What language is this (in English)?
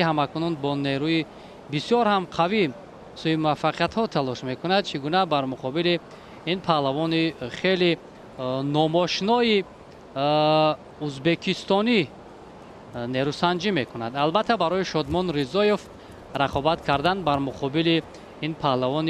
Tajik